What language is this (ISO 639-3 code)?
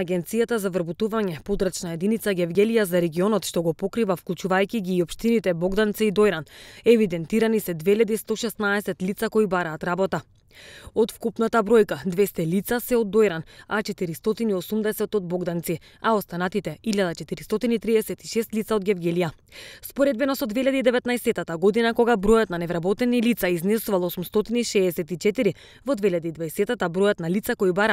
mkd